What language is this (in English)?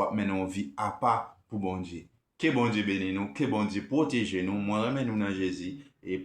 Haitian Creole